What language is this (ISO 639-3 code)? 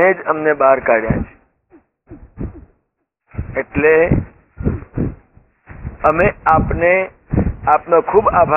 guj